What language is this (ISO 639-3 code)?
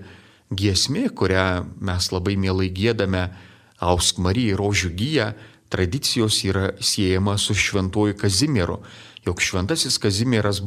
lit